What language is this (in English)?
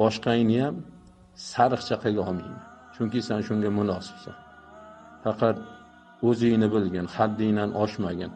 Uzbek